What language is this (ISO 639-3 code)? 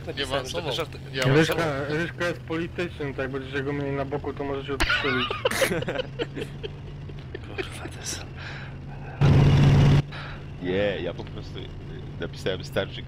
pol